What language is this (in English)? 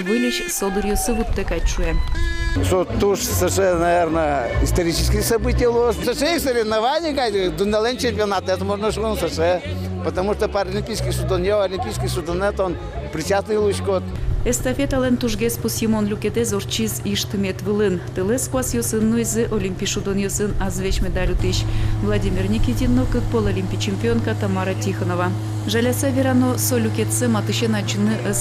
Udmurt